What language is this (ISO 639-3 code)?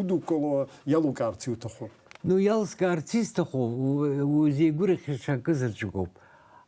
abk